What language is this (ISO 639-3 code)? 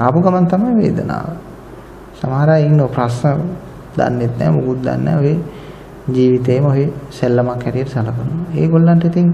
sin